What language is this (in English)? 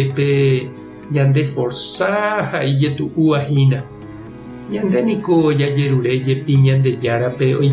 Guarani